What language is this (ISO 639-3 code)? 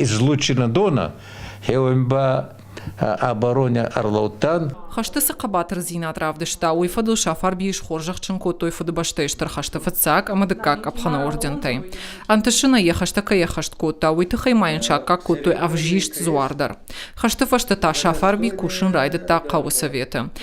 oss